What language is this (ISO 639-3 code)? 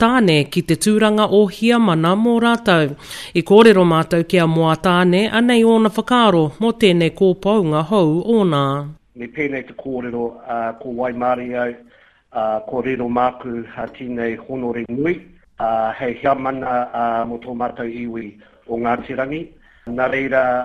mri